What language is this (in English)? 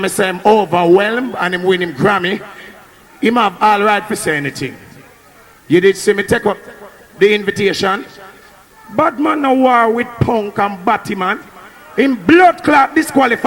Jamaican Creole English